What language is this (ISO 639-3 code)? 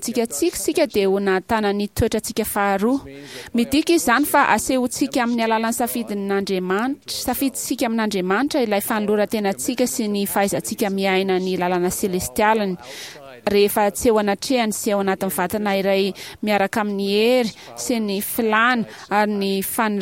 mlg